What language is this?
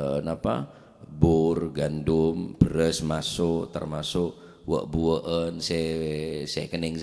Madurese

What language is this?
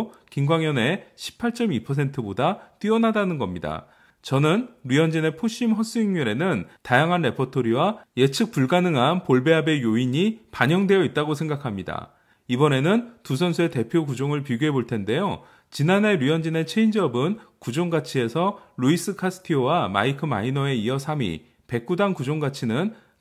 Korean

